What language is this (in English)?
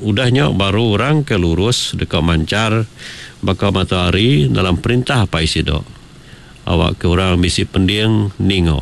Iban